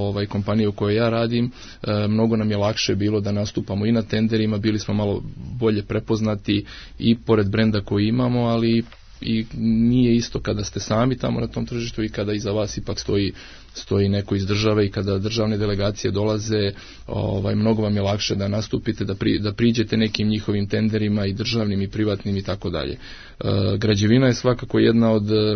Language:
Serbian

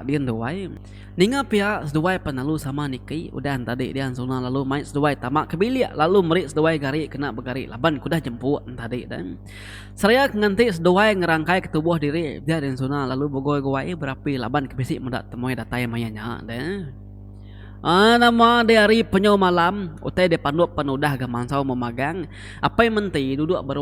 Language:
Iban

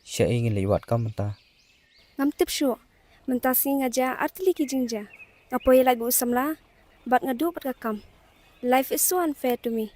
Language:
Khasi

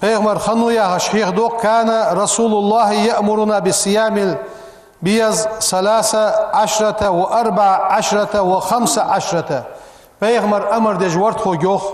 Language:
Ingush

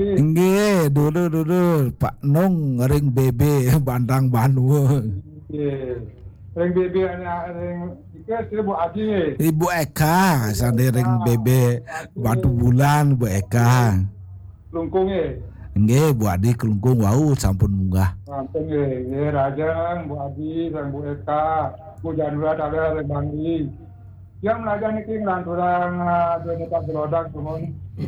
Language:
Balinese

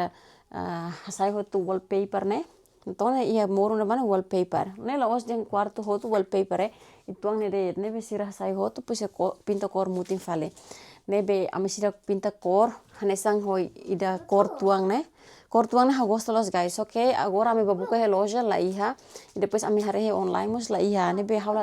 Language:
Tetum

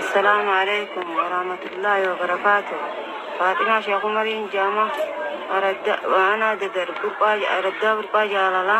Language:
Oromo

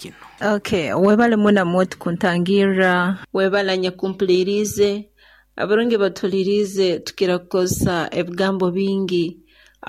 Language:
Nyoro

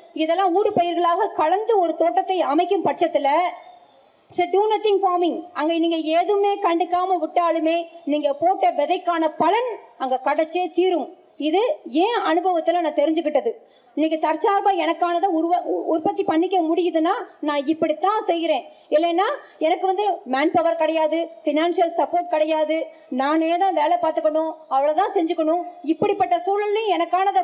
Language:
Tamil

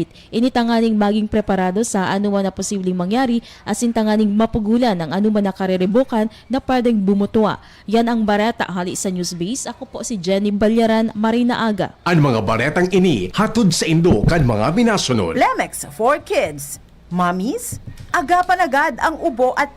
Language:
Bikol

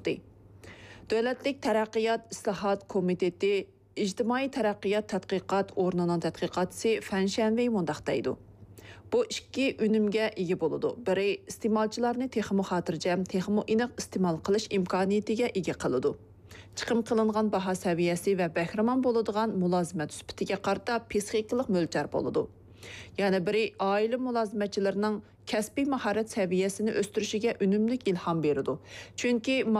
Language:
Uyghur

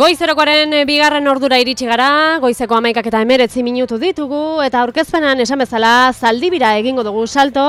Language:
Basque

